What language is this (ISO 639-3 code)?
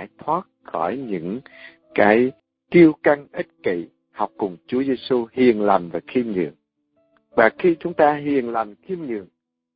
vie